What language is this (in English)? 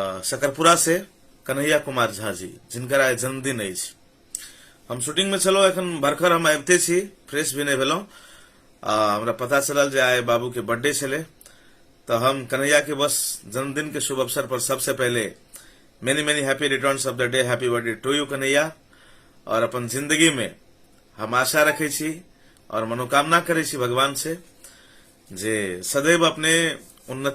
Maithili